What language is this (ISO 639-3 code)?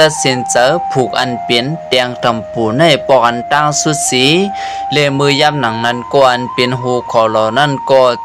shn